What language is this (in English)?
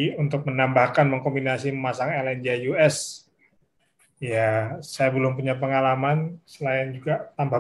Indonesian